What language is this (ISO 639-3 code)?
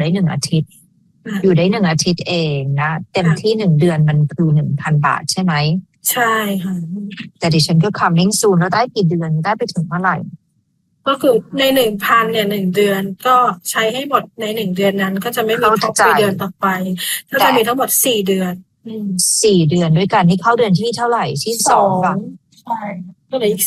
tha